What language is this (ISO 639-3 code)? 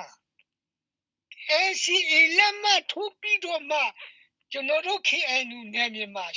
mya